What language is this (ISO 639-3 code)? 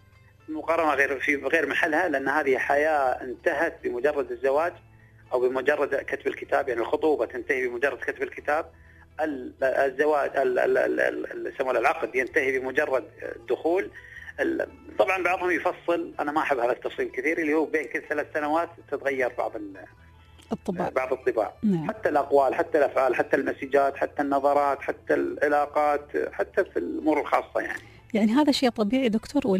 afb